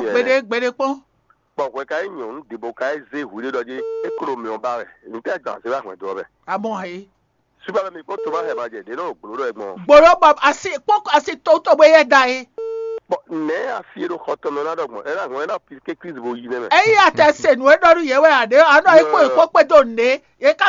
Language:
Fon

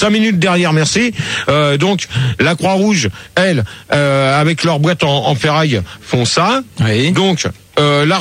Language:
French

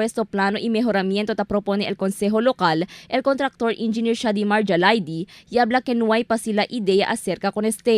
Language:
Chavacano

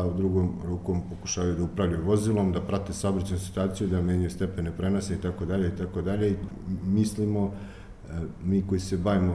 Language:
Serbian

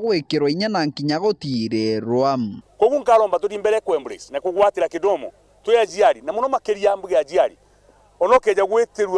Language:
Meru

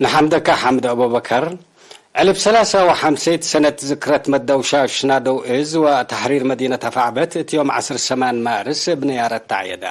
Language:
Tigre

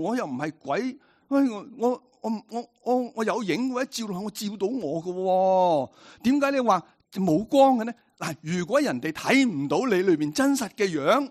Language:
Cantonese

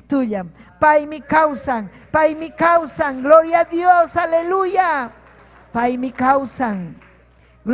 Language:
Ayacucho Quechua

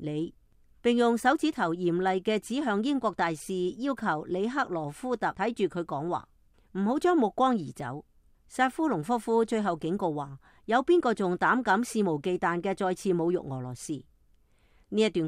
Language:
Cantonese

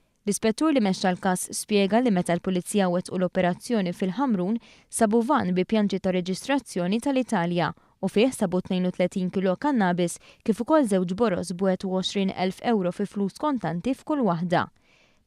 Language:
Maltese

